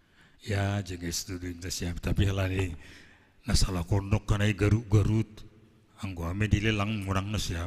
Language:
Batak Simalungun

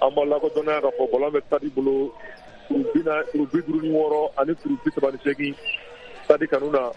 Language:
Bambara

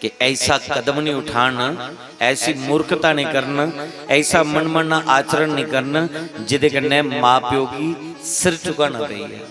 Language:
Dogri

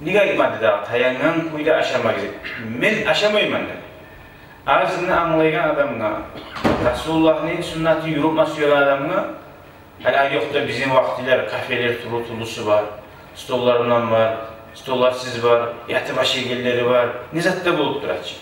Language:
Kumyk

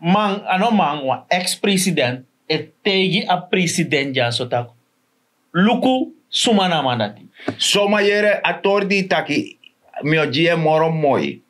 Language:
Sranan Tongo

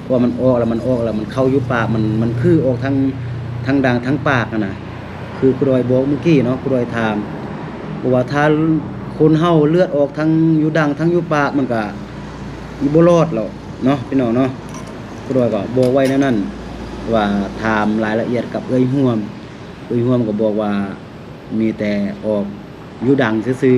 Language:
Lao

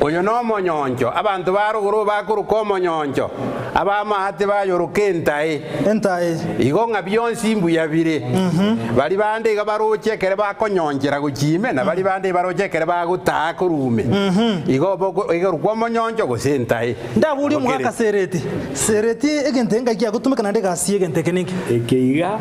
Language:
Gusii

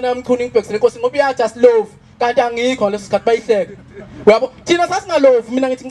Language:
Zulu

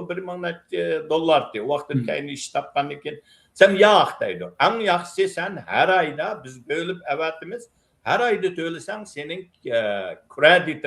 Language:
Uyghur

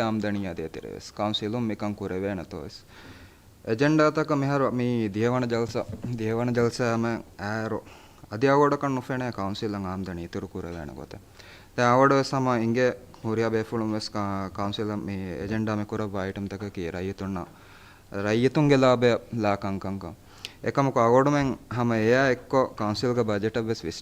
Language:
Divehi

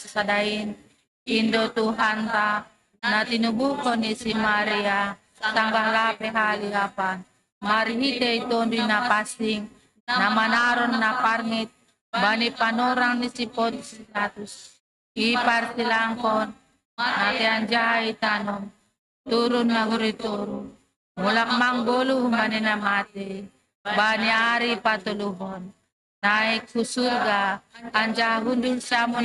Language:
Batak Simalungun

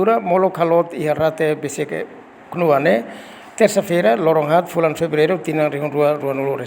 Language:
Tetum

